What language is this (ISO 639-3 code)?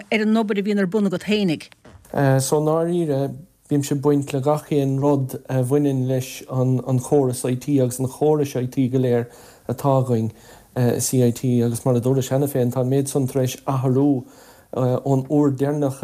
gle